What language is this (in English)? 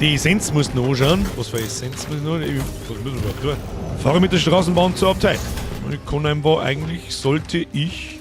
Bavarian